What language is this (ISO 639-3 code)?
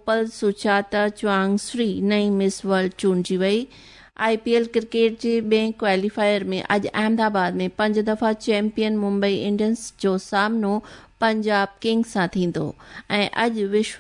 snd